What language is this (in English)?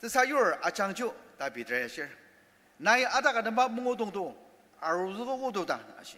Ao Naga